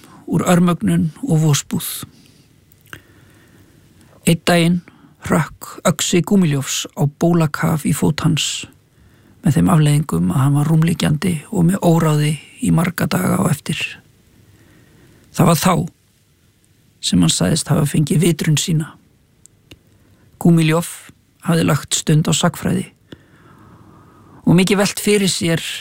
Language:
Icelandic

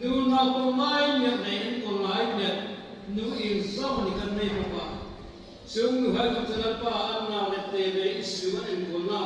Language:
Hmar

